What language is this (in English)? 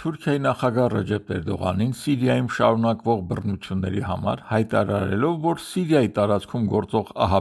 Armenian